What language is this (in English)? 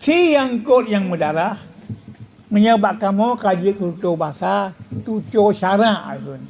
Achinese